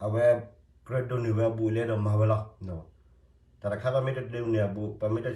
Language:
S'gaw Karen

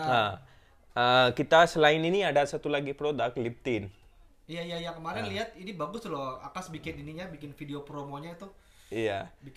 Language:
Indonesian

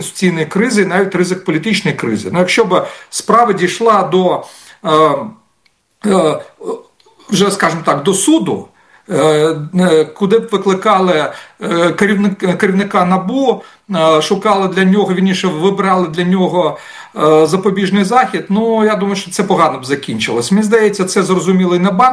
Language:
Ukrainian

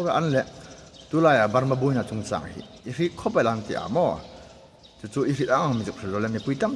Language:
Hmar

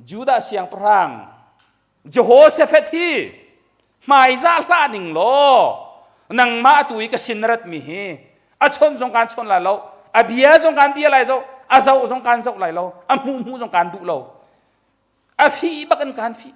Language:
Hakha Chin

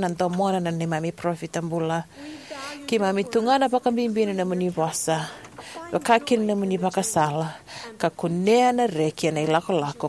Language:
Fijian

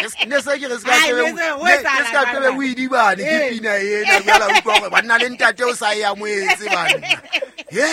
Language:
Southern Sotho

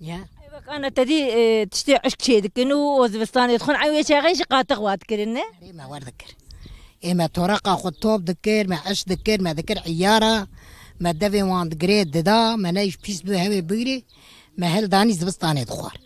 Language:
Kurdish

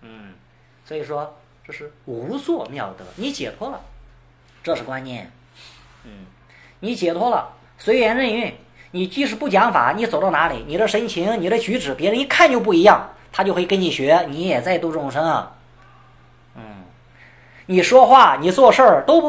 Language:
Chinese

